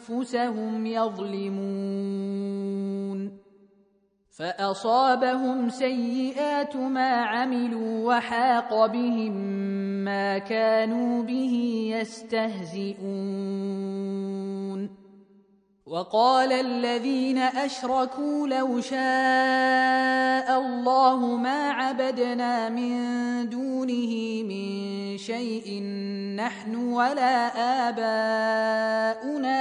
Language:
Arabic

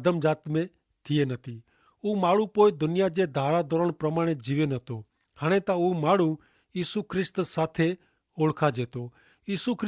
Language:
Kachhi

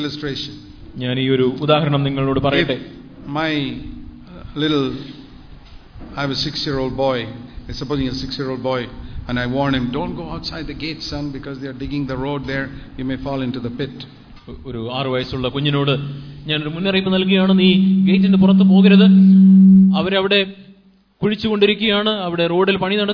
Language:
Malayalam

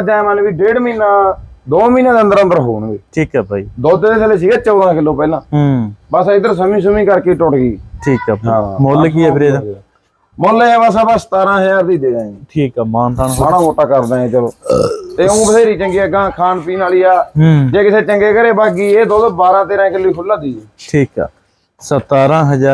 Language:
Punjabi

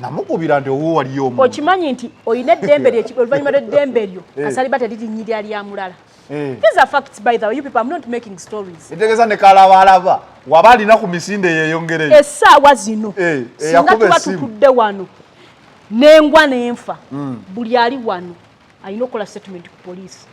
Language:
Ganda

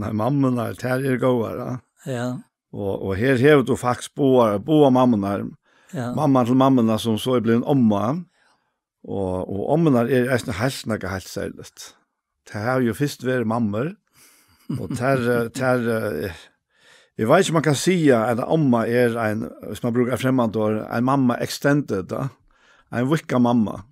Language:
Faroese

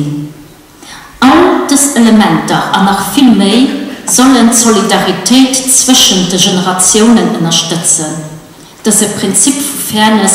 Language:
Luxembourgish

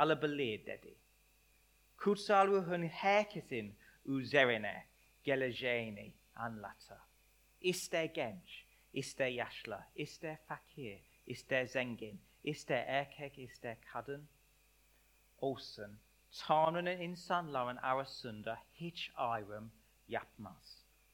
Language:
Turkish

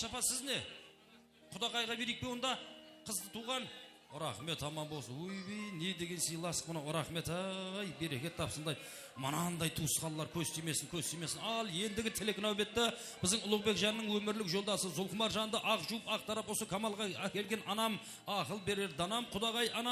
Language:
Kara-Kalpak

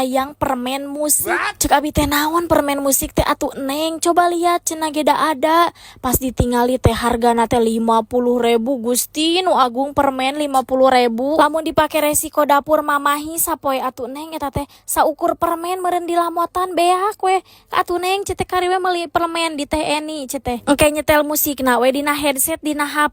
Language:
Sundanese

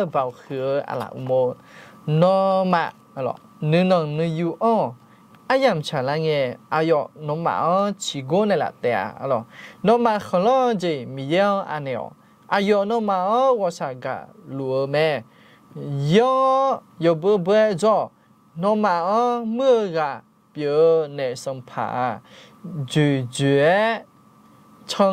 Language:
Akha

